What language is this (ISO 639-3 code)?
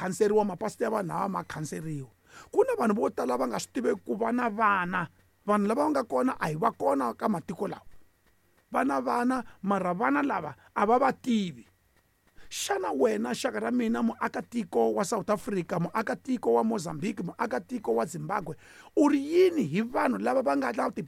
tso